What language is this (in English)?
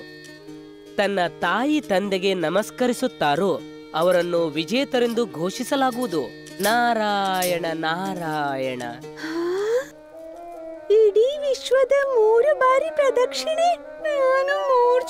Kannada